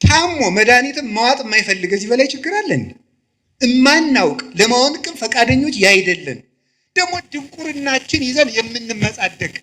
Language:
Amharic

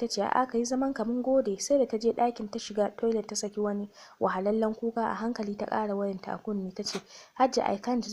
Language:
Hausa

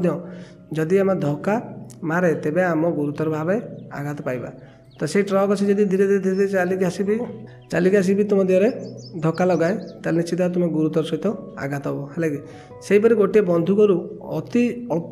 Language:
Odia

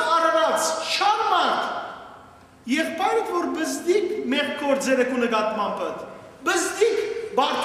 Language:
Western Armenian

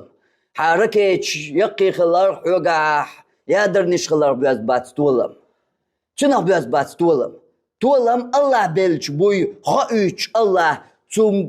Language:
Chechen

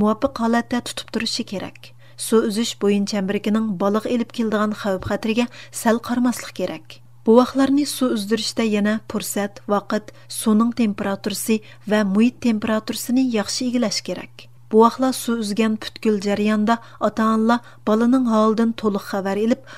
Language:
Uyghur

